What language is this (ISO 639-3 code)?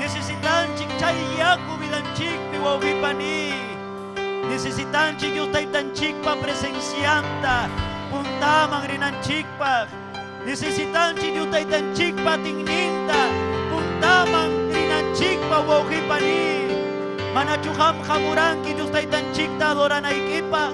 quy